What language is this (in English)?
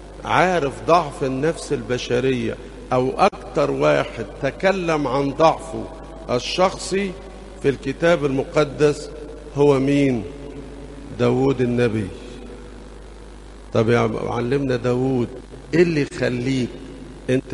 Egyptian Arabic